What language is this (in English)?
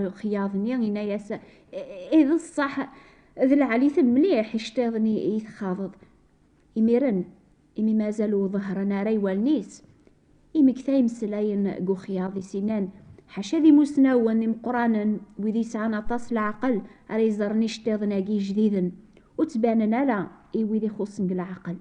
Kabyle